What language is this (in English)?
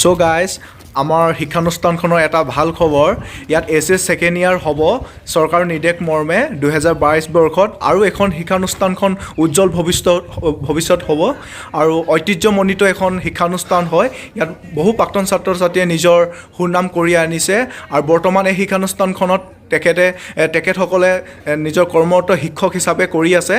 Assamese